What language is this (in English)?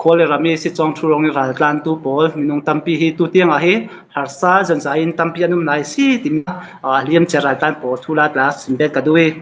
Falam Chin